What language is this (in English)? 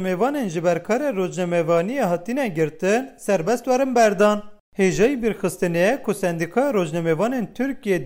Kurdish